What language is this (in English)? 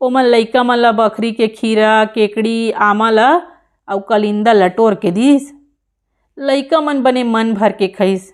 Chhattisgarhi